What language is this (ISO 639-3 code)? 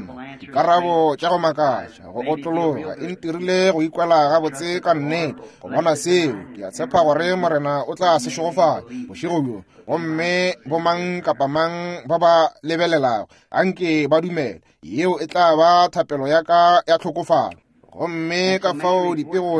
nso